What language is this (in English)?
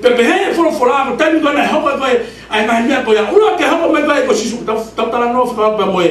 Tongan